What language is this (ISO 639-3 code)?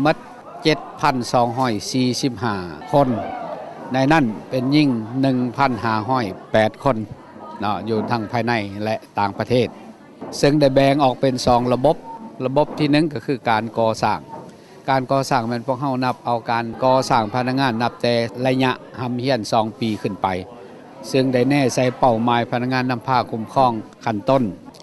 lao